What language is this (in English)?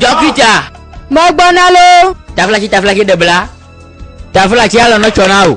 Gen